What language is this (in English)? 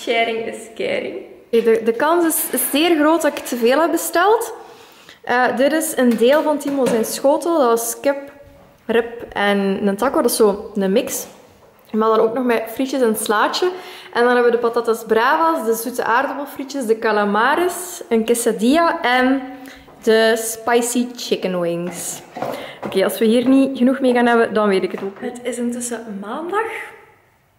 Dutch